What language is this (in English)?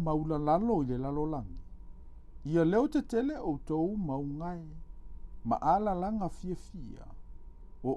Samoan